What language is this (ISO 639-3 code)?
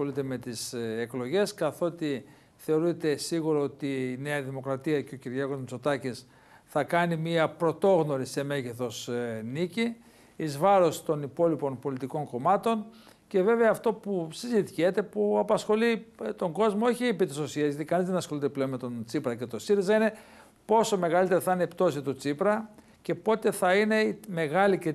ell